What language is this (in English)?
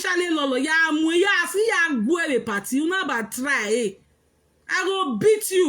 Nigerian Pidgin